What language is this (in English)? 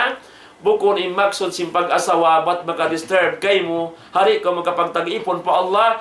Tausug